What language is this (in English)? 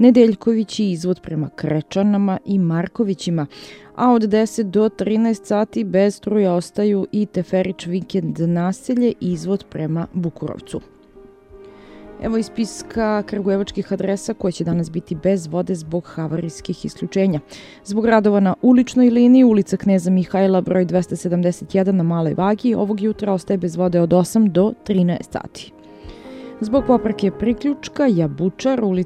Serbian